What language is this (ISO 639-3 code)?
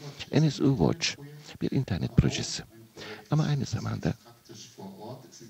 tur